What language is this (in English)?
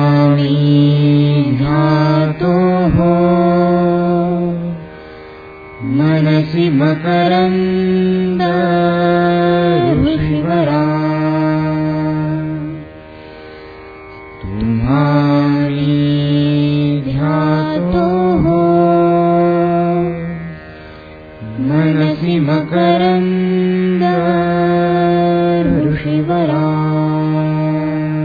Marathi